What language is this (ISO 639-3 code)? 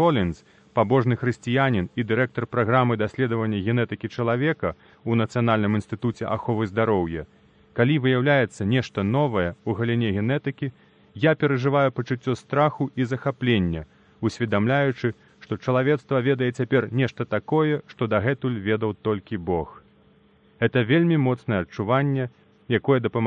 bel